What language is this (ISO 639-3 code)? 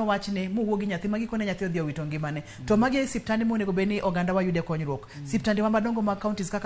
luo